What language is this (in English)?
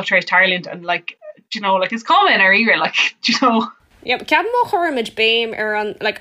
Irish